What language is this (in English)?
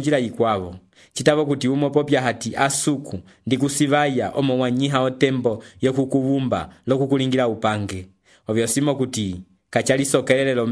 Umbundu